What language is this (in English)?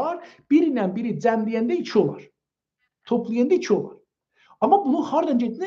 South Azerbaijani